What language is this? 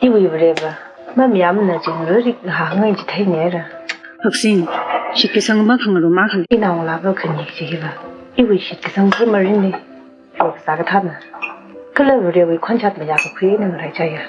Tangkhul Naga (India)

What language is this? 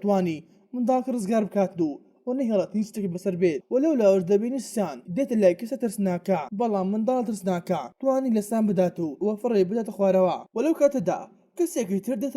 Central Kurdish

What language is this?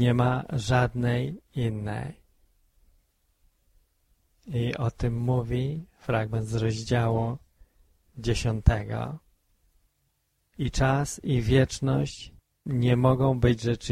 Polish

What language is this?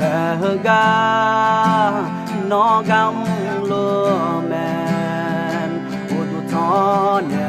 Akha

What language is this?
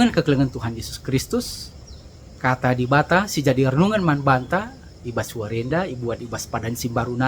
Batak Karo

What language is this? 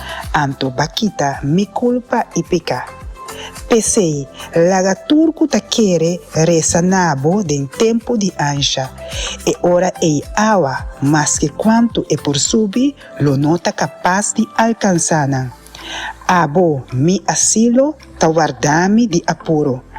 Papiamento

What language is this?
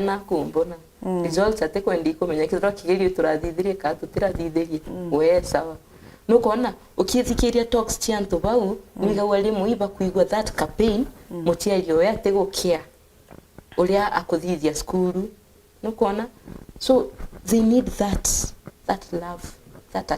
Meru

